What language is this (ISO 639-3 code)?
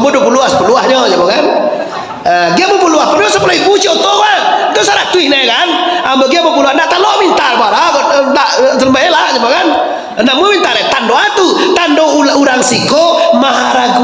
min